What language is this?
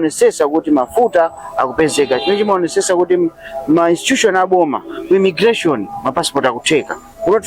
Nyanja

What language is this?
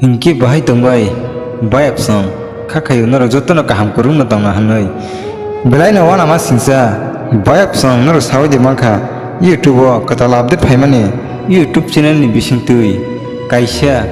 Kok Borok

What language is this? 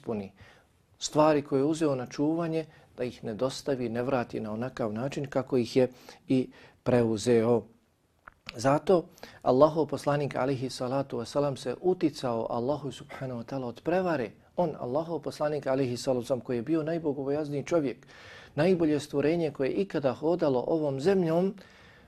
Bosnian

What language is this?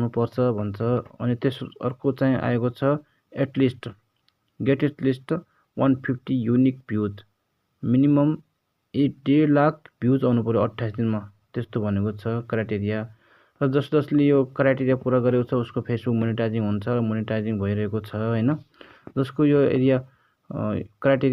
Nepali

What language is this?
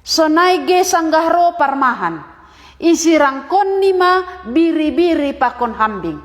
Batak Simalungun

